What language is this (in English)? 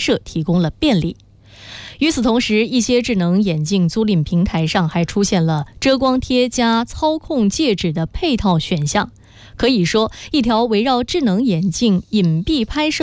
Chinese